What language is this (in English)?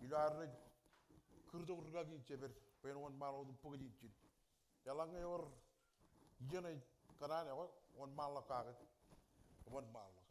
Marshallese